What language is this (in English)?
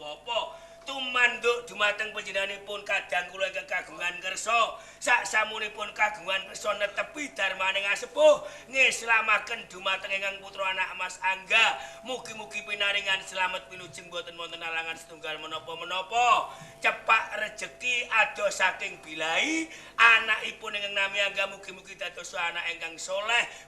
Javanese